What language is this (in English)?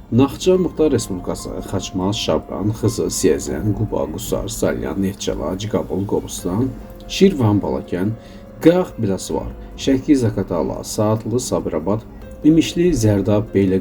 Azerbaijani